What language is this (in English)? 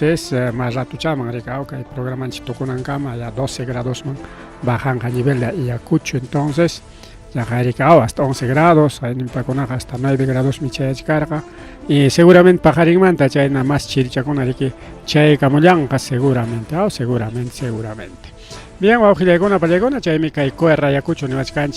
Ayacucho Quechua